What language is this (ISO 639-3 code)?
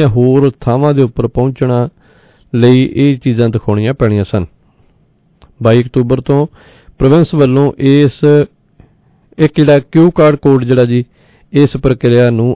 pan